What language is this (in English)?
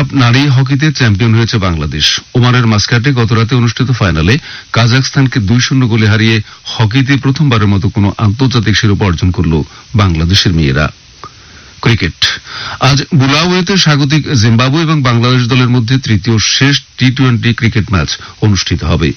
Bangla